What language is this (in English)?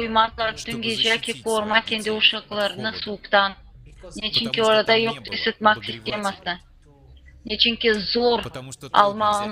Gagauz